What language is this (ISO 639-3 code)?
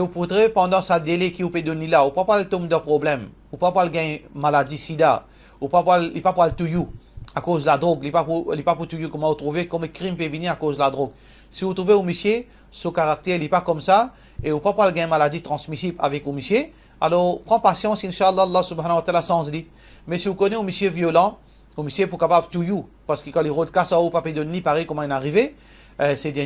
mfe